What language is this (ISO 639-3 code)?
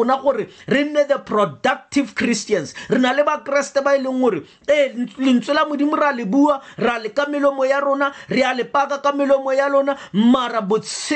tsn